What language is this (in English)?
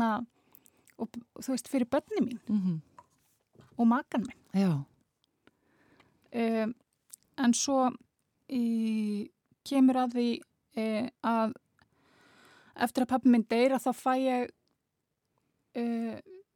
Icelandic